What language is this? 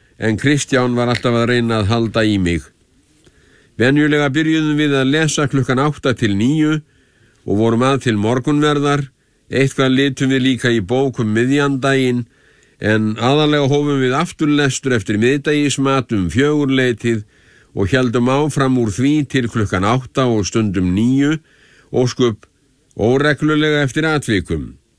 Icelandic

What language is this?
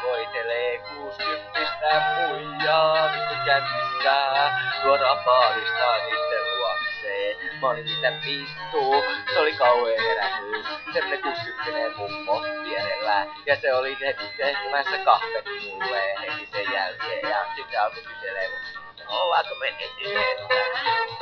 Finnish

